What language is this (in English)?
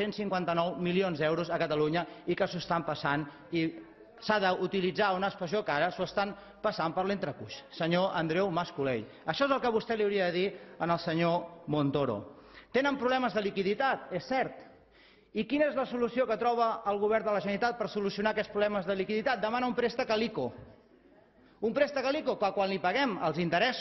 Catalan